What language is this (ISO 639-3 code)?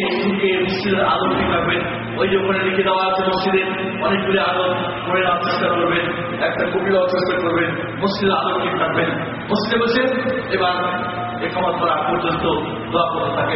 ben